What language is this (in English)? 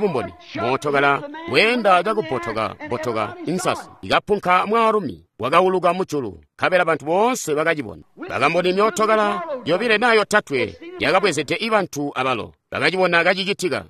Tonga (Zambia)